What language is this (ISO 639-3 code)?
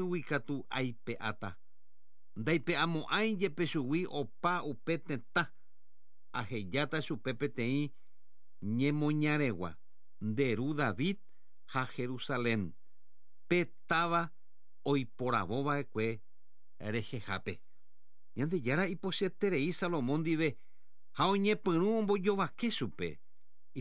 grn